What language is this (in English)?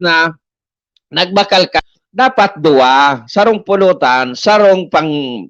Bikol